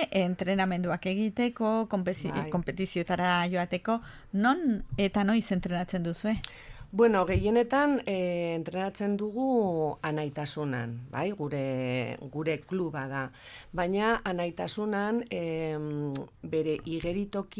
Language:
Basque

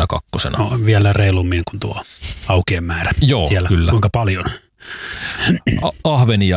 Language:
Finnish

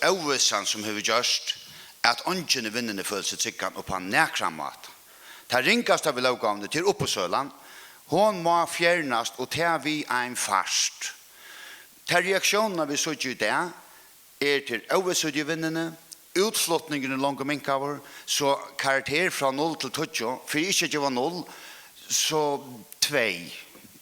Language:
Faroese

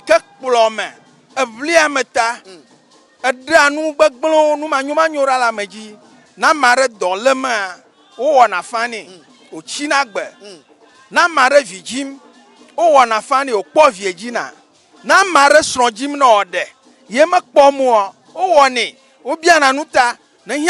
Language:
Ewe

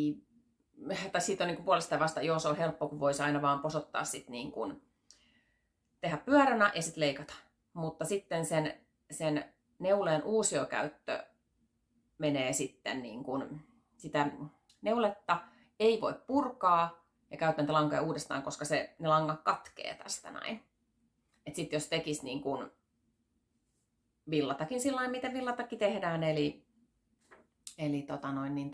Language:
Finnish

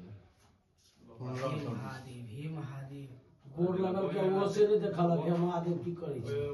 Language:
Maithili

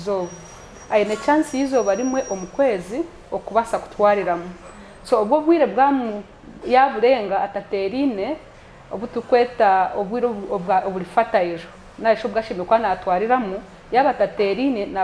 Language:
Nyankole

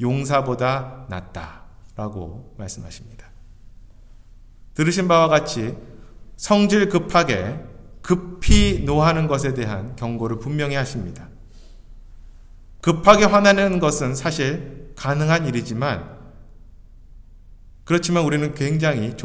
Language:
Korean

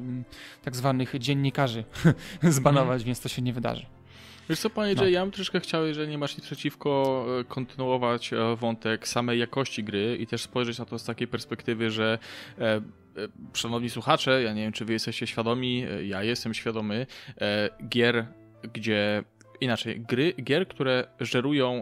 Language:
Polish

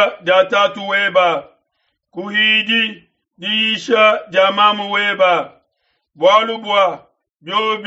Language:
Luba-Lulua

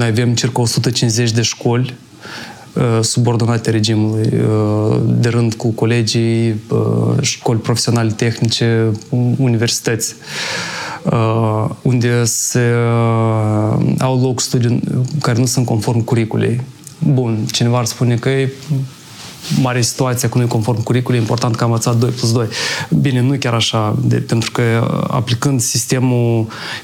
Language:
Romanian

